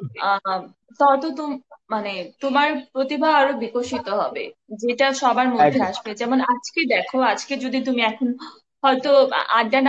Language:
Bangla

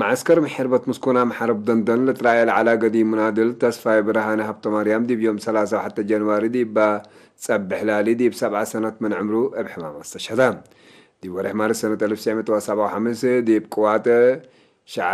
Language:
Tigre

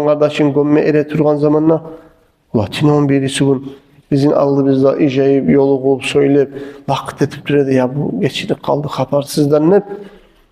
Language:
Kumyk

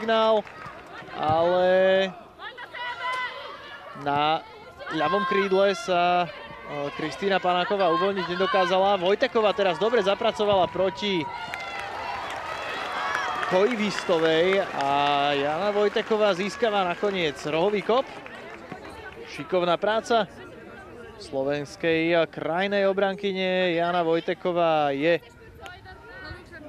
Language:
Slovak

